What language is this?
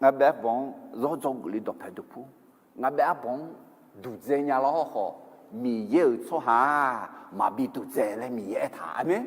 Akha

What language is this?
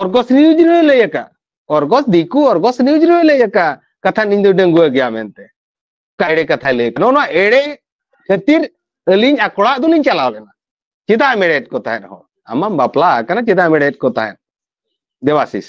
Santali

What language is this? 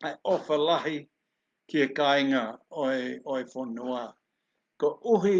Tongan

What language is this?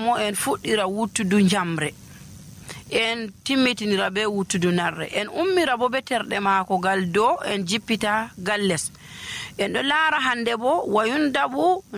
Nigerian Fulfulde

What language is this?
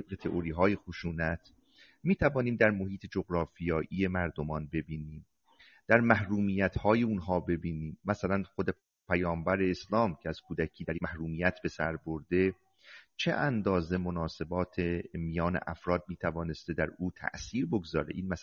Persian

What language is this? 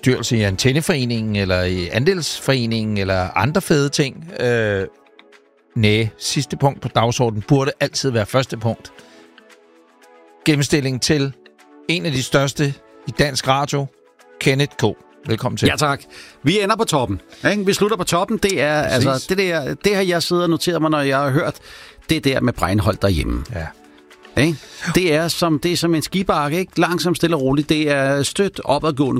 Danish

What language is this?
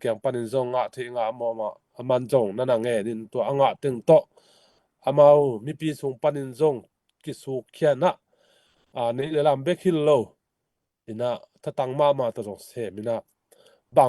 Tedim Chin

